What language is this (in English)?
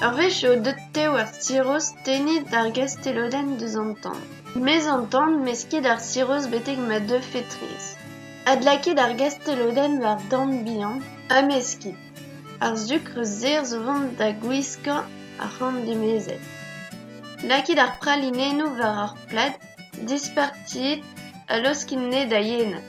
Breton